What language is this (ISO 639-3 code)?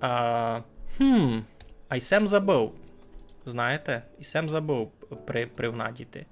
rue